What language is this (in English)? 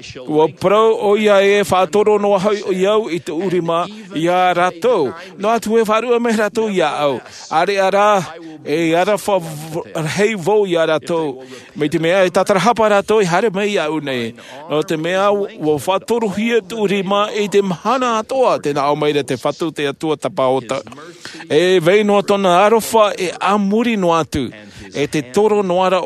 Tahitian